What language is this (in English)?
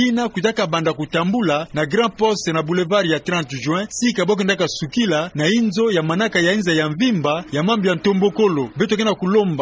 Kituba (Democratic Republic of Congo)